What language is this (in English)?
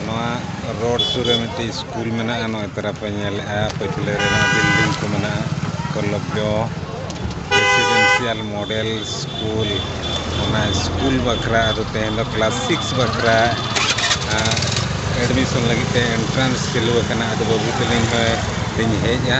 Santali